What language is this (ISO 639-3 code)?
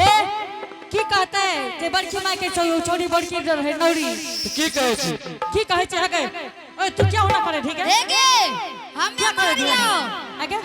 anp